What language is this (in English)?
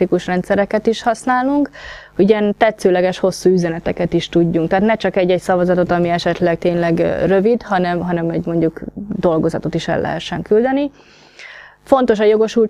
Hungarian